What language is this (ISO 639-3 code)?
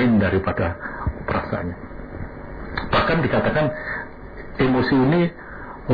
ind